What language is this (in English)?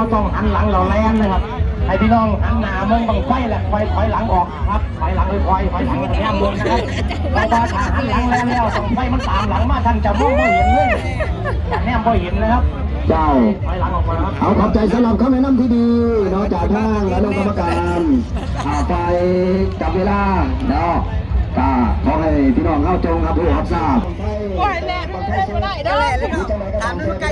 Northeastern Thai